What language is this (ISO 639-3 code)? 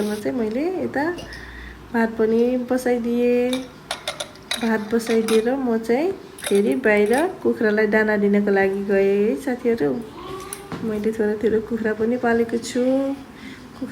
nep